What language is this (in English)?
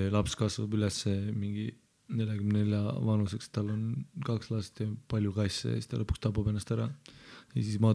Estonian